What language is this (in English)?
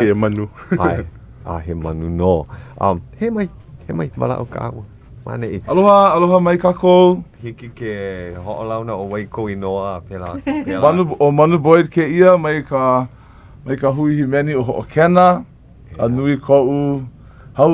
Hawaiian